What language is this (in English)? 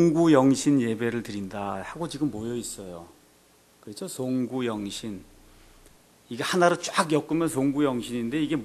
Korean